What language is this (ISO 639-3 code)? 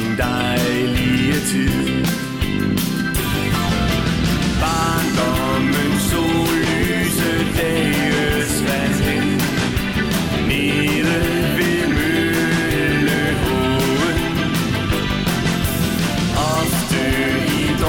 dan